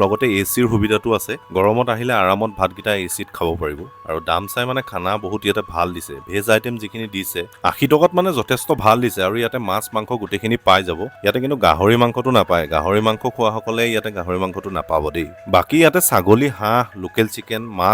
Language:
Assamese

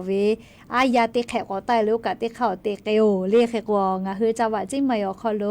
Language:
Lahu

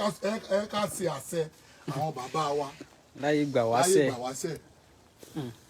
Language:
Yoruba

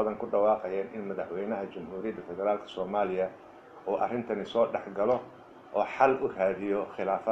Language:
Somali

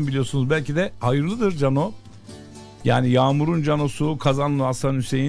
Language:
Turkish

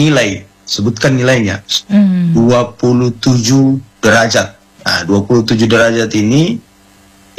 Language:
Indonesian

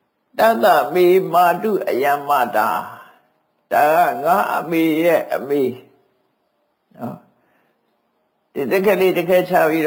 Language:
Burmese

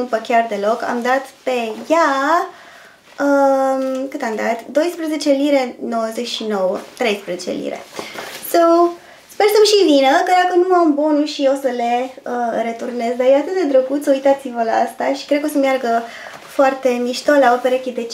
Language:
Romanian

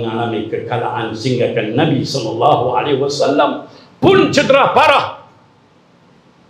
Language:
Malay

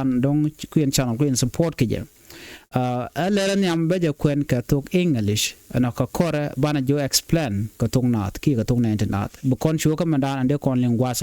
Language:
Nuer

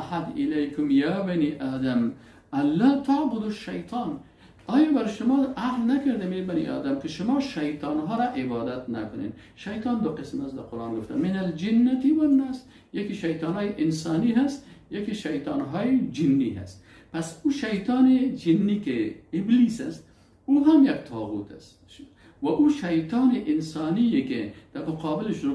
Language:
Persian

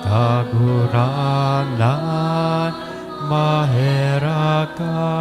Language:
Bikol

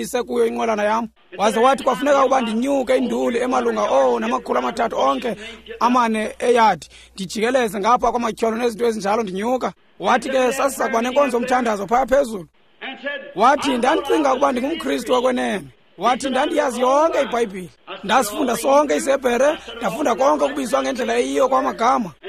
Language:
Xhosa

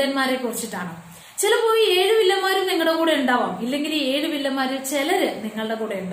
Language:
Malayalam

